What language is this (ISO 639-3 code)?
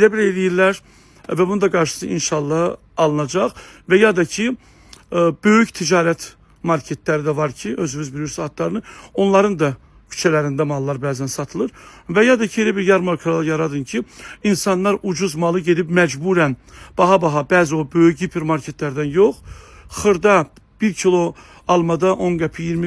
aze